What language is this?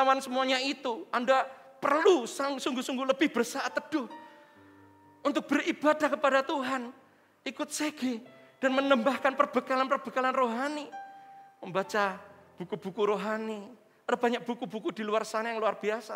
Indonesian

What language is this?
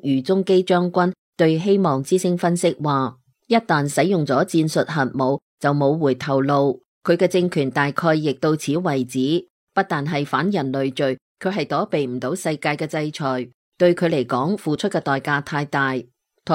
Cantonese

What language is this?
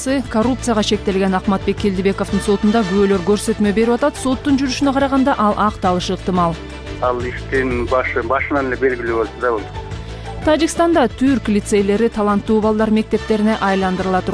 Kyrgyz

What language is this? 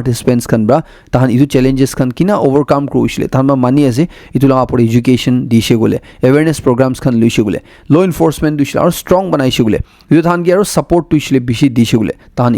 Naga Pidgin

